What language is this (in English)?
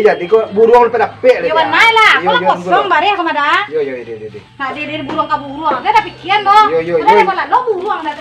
Minangkabau